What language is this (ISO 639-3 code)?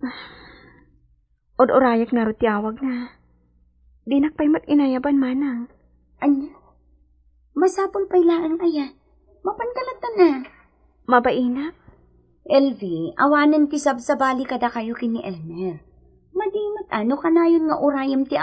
ilo